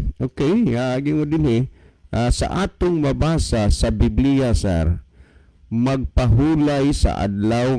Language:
Cebuano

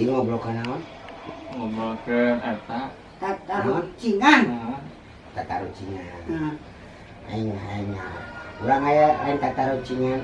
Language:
Sundanese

